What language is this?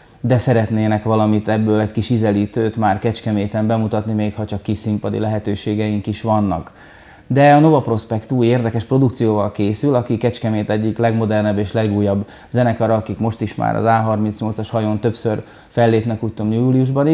Hungarian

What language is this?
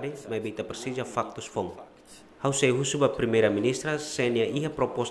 Tetum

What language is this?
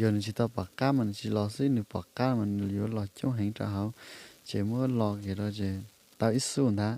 Hmong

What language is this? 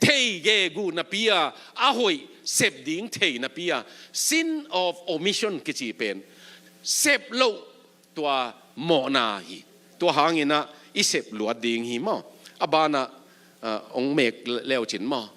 Tedim Chin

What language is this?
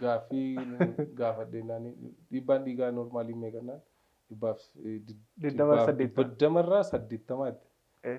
Oromo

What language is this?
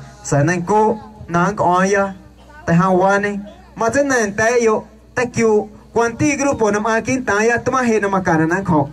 Guerrero Amuzgo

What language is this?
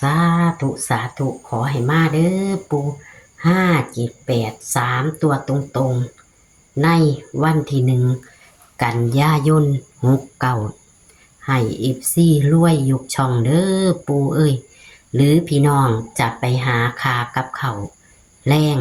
Northeastern Thai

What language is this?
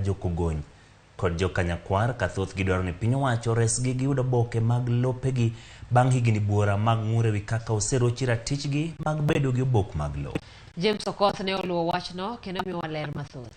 Luo (Kenya and Tanzania)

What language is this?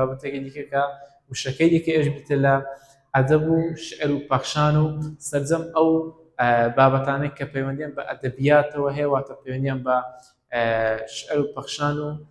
Central Kurdish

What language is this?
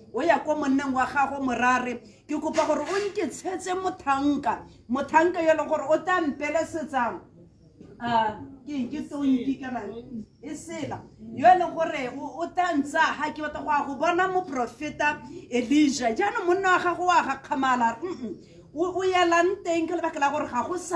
Tswana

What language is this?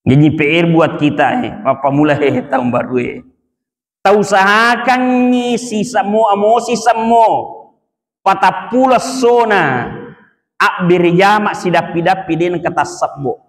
Buginese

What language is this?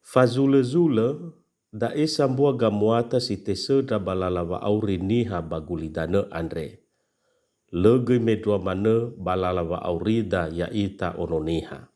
Nias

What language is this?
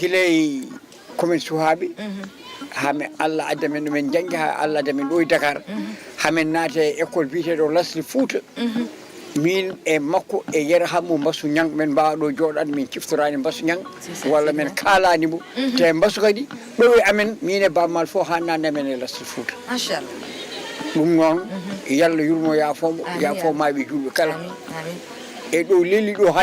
Fula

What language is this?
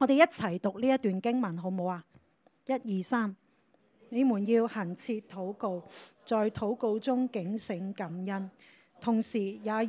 Cantonese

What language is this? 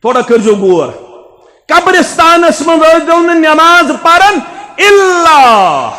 Kashmiri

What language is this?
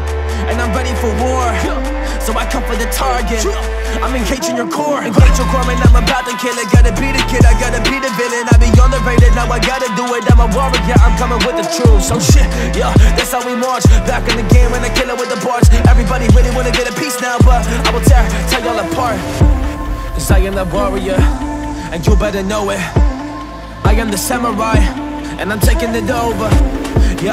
English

